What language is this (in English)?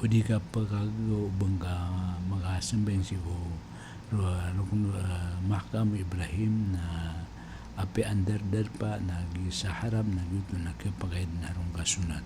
Maranao